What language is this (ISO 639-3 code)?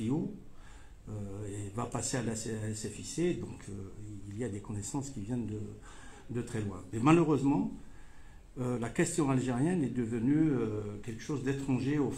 fra